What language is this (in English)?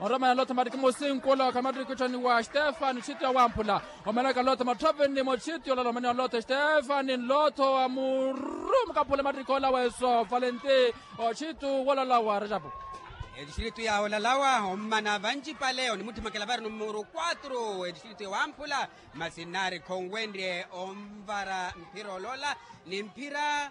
Makhuwa